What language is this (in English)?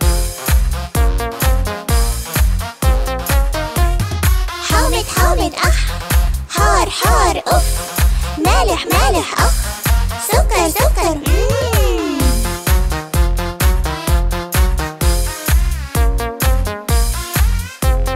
Arabic